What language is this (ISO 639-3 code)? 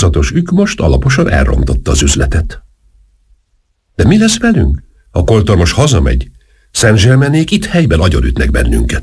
hun